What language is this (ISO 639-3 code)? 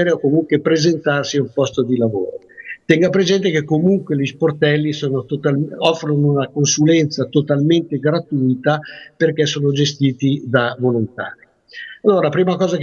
ita